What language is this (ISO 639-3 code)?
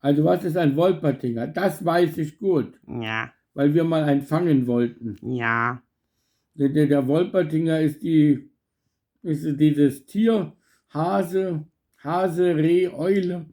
bar